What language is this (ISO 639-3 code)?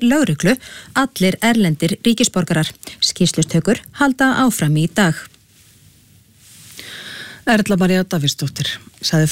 isl